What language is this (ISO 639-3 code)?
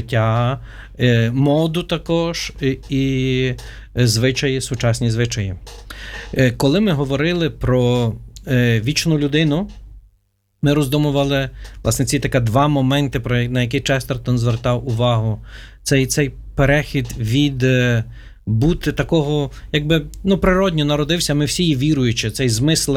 ukr